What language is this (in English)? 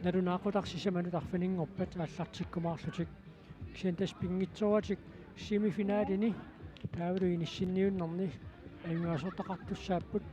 Kalaallisut